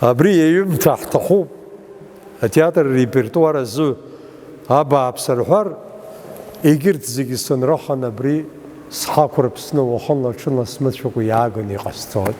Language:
Abkhazian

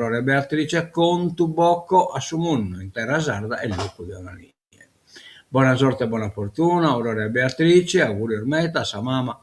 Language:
Sardinian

